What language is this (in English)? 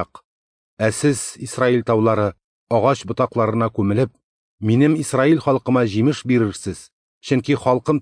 Tatar